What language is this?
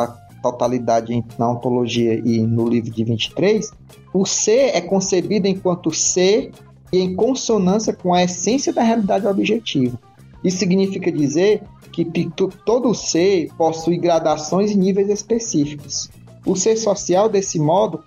Portuguese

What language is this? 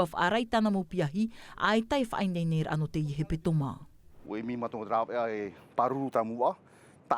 Tahitian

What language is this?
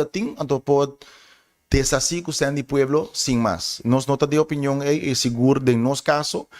Papiamento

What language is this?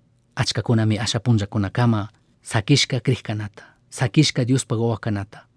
Chimborazo Highland Quichua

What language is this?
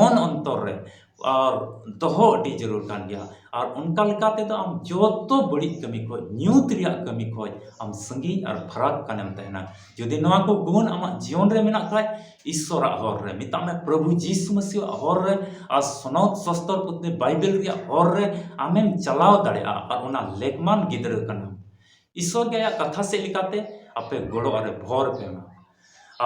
Santali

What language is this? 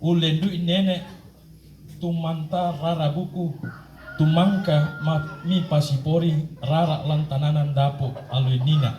Toraja-Sa'dan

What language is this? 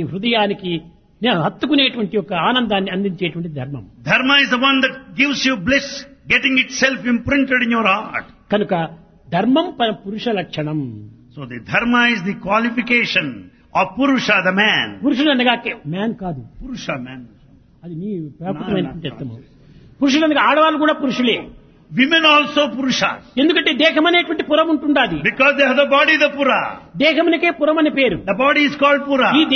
Telugu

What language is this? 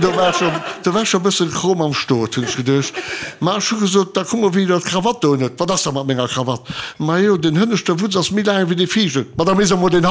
Luxembourgish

